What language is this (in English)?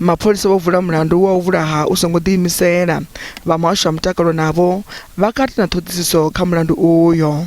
Venda